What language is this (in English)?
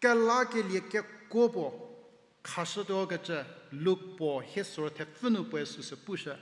Angami Naga